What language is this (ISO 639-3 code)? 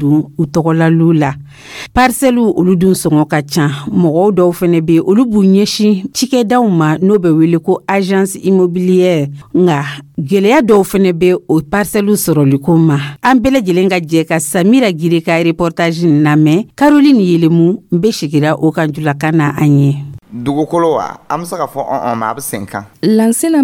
dyu